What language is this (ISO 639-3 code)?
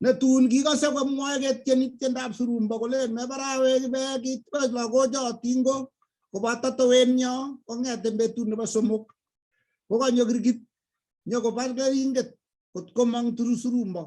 kln